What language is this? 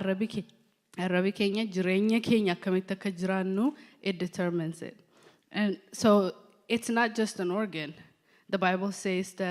English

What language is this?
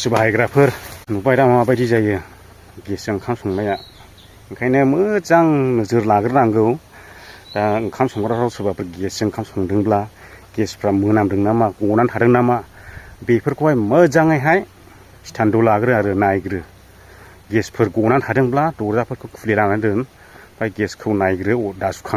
Bodo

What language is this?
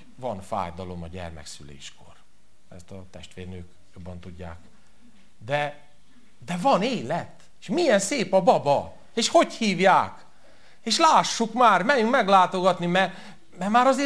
Hungarian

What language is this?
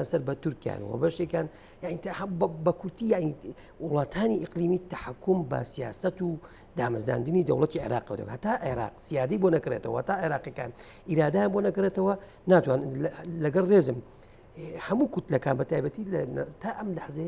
Central Kurdish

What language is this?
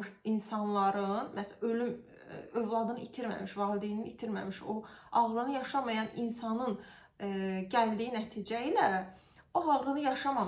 Azerbaijani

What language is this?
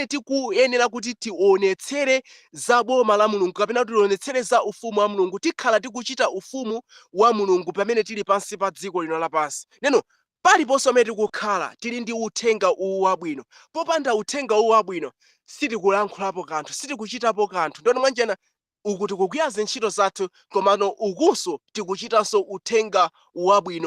Nyanja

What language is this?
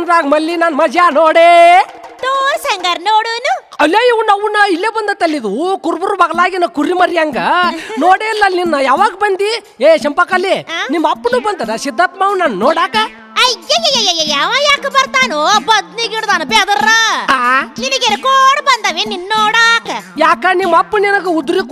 Kannada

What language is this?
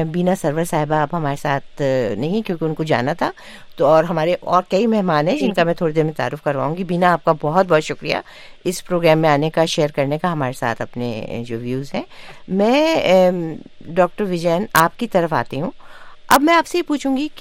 Urdu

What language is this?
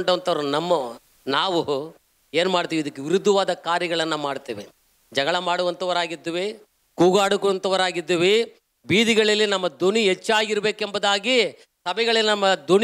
Kannada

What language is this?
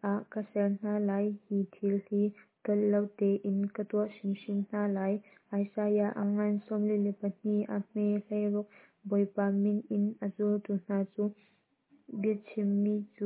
Hakha Chin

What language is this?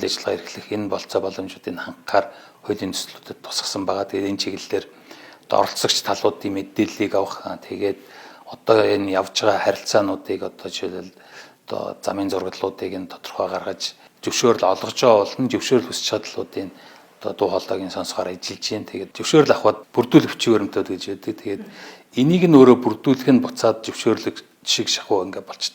Mongolian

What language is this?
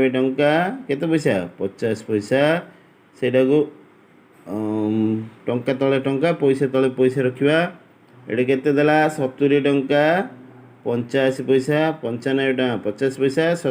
Odia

